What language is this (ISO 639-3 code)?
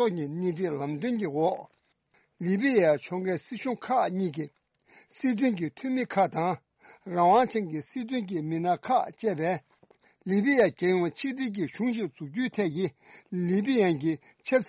bod